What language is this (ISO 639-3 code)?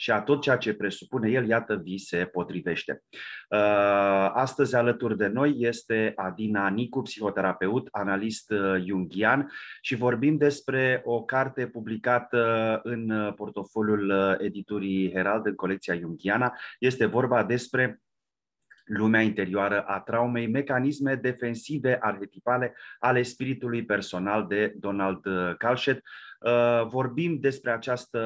ron